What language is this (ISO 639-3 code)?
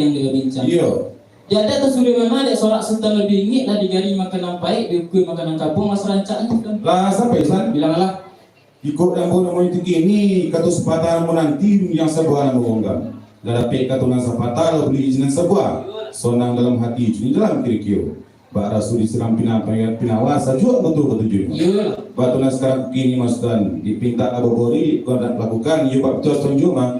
min